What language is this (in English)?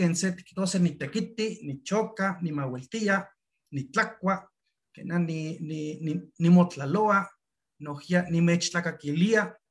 Eastern Huasteca Nahuatl